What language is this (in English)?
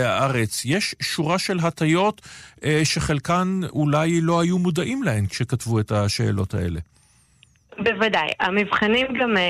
Hebrew